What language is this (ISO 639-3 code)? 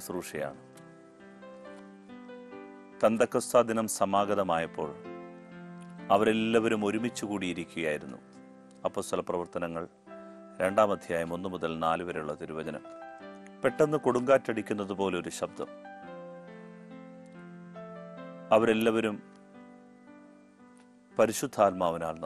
mal